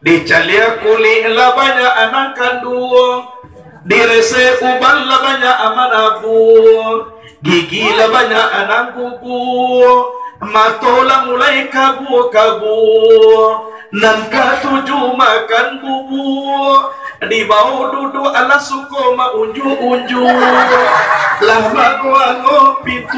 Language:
Minangkabau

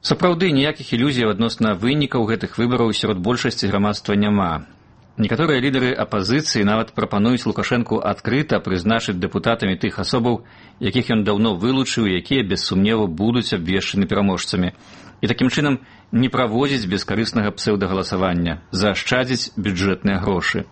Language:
Belarusian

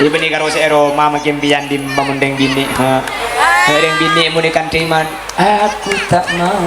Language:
Madurese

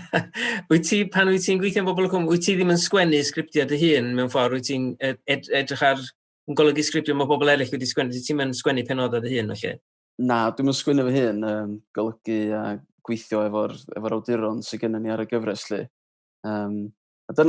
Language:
Welsh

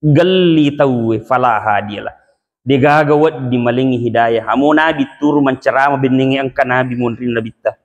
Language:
Buginese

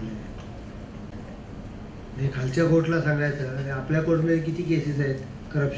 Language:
Marathi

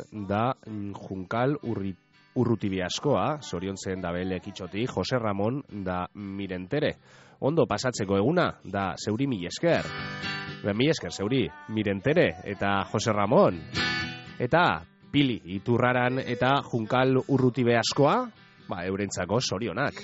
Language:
Basque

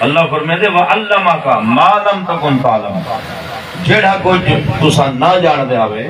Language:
Saraiki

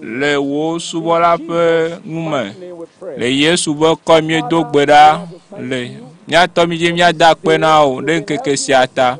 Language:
Ewe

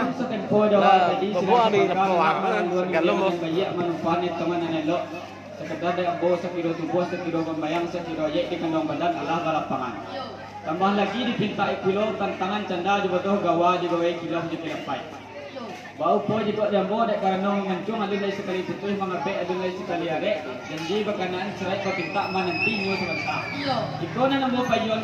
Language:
Minangkabau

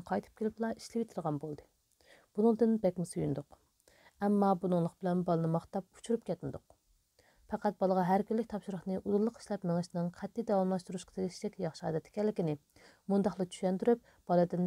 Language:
Uyghur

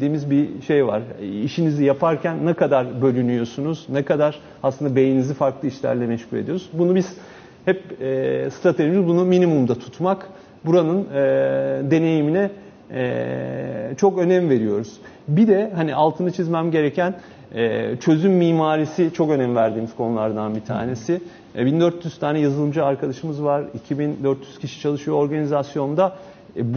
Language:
Turkish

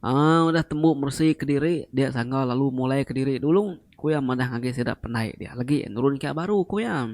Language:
Iban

